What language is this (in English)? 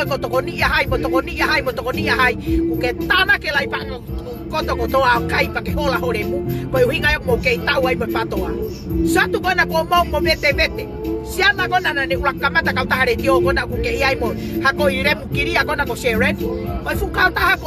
Tongan